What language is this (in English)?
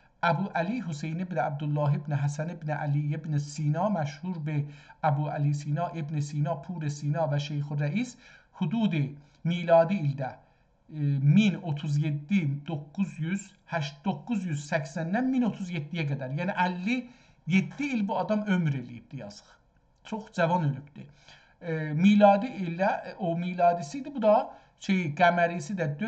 South Azerbaijani